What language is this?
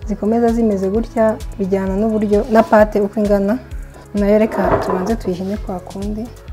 Kinyarwanda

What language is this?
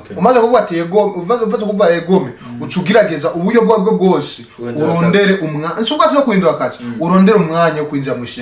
Rundi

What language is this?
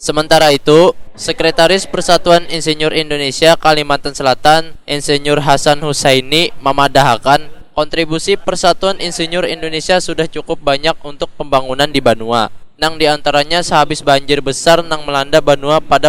Banjar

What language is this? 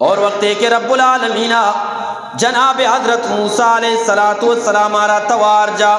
Eastern Balochi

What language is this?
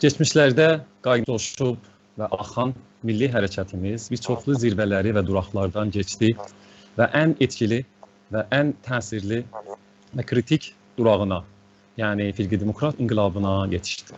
South Azerbaijani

